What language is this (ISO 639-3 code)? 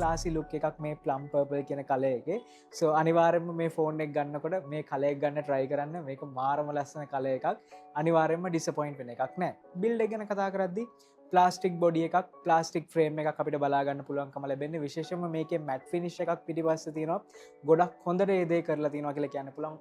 sin